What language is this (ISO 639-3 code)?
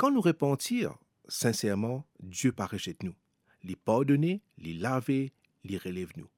mfe